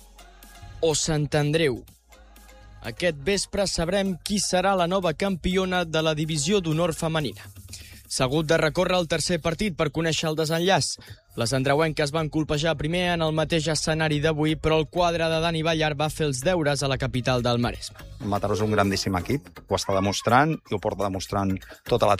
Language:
Catalan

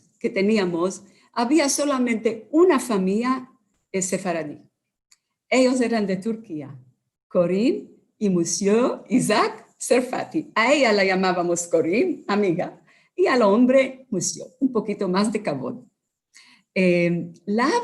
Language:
Ladino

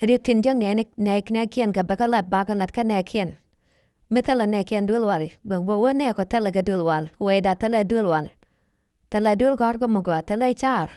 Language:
Nuer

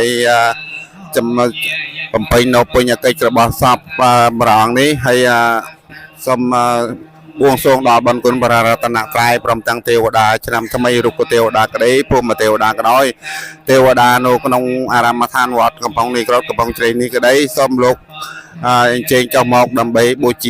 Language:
Khmer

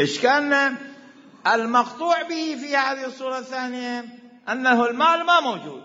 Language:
Mesopotamian Arabic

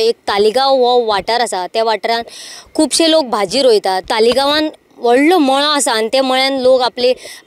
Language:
Konkani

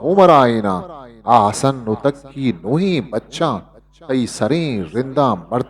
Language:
Eastern Balochi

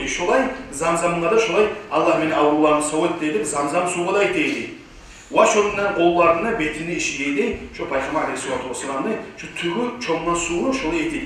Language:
Kumyk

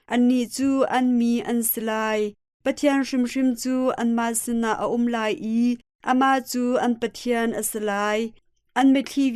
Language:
Hakha Chin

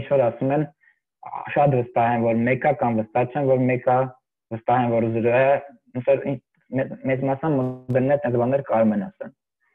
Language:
Armenian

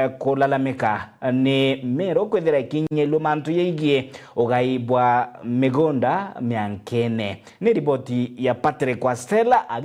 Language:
Meru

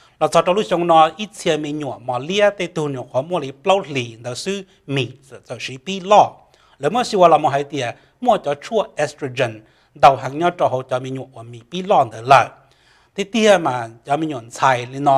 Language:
Hmong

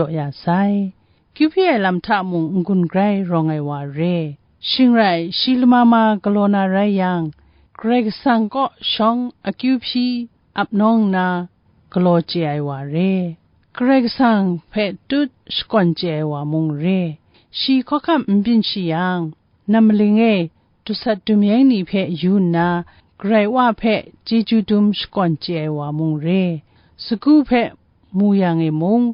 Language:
Kachin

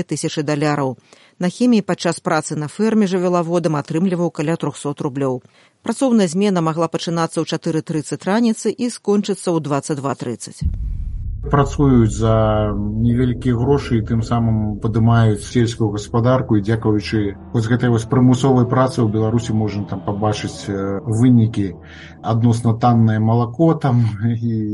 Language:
Belarusian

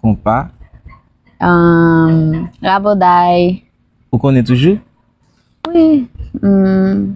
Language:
Haitian Creole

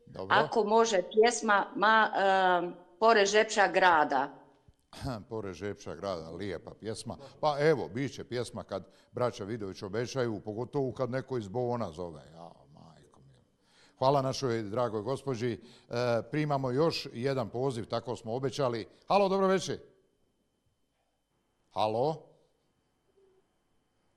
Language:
Bosnian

